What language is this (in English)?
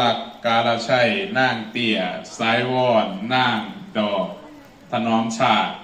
Lao